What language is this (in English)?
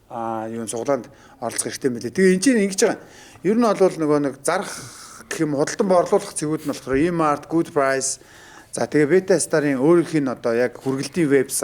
Mongolian